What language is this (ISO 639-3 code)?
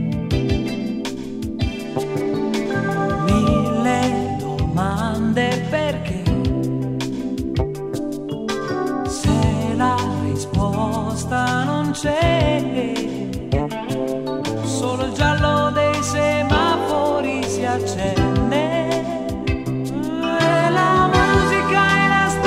ita